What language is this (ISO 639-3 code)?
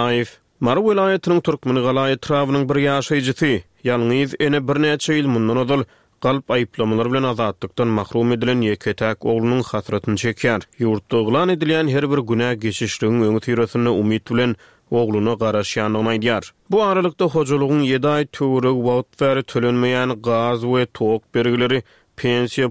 tuk